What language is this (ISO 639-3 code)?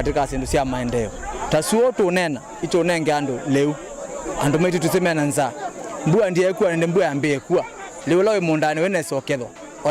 kam